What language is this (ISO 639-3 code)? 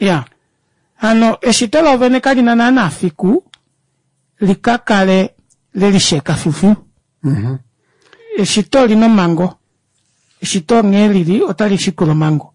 kua